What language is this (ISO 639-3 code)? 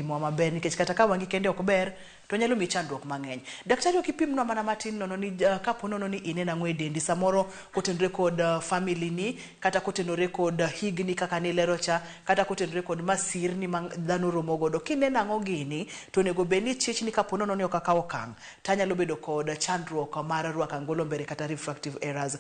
luo